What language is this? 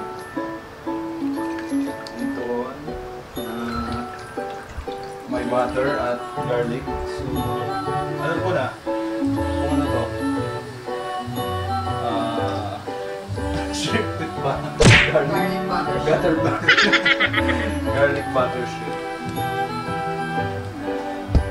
Filipino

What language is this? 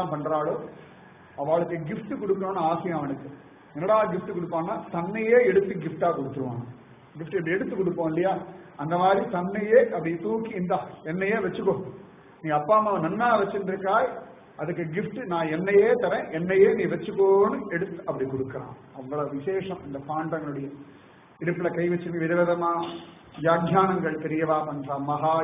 Tamil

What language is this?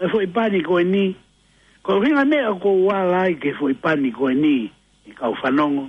Tongan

